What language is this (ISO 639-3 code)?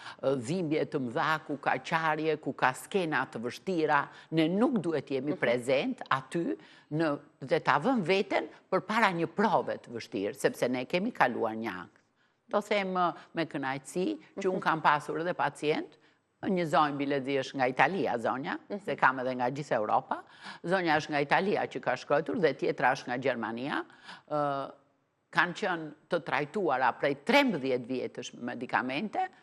sqi